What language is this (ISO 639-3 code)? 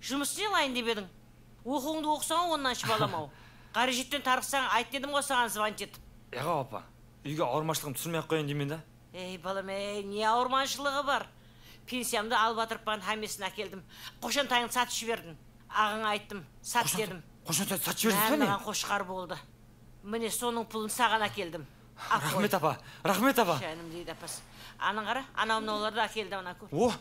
kaa